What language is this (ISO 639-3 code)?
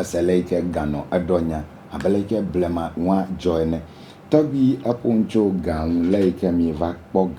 ewe